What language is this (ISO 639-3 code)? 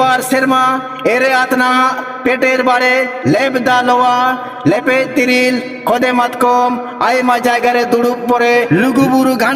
sat